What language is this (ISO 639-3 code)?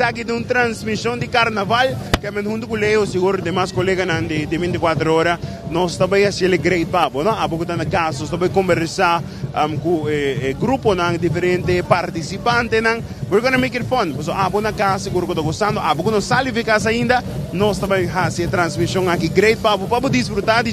pap